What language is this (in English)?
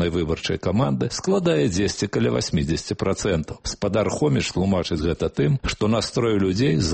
Belarusian